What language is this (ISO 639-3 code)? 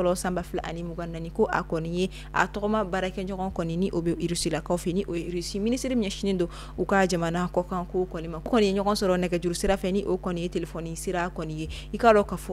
bam